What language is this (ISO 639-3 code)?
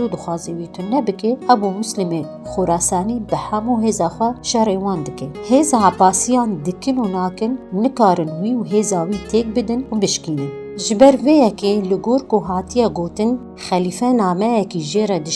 kur